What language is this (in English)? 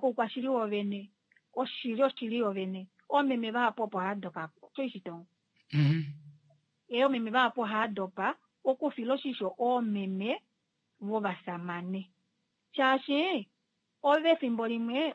Kuanyama